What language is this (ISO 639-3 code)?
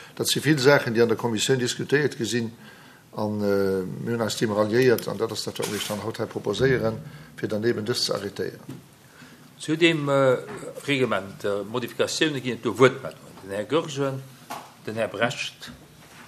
ltz